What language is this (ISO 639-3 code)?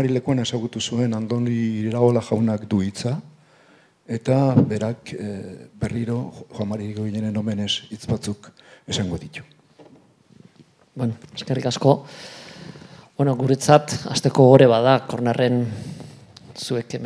eus